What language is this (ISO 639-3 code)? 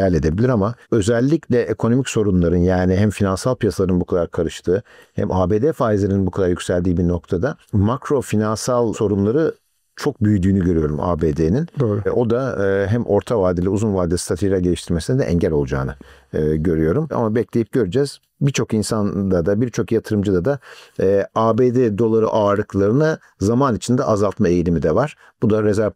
tur